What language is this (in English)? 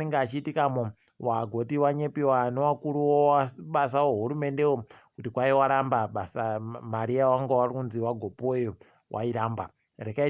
Ndau